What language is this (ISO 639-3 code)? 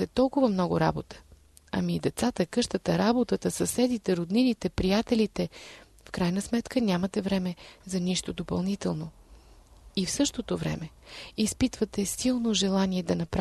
bul